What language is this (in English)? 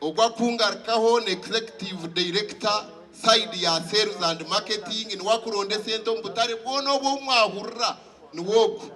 Nyankole